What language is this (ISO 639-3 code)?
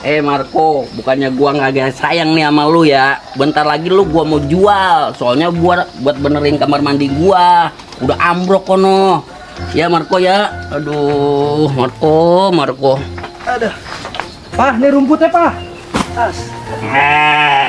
bew